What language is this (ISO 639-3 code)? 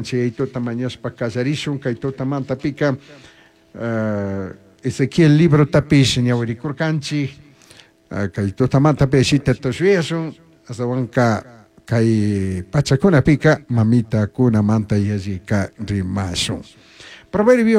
qug